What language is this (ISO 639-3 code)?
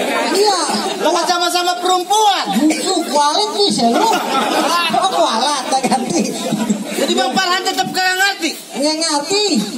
bew